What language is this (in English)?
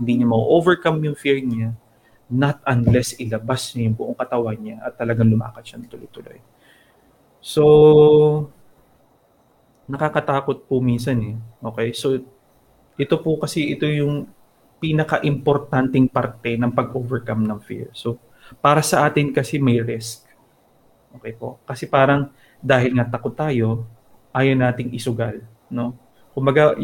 Filipino